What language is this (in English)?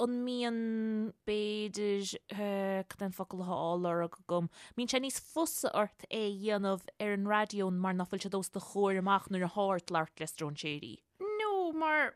Irish